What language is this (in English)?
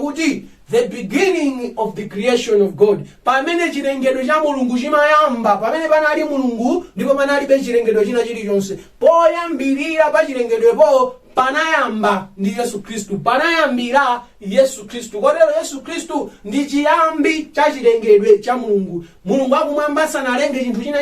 Nyanja